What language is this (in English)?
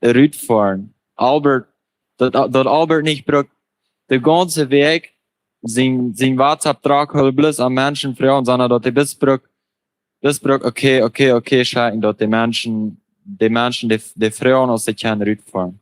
Plautdietsch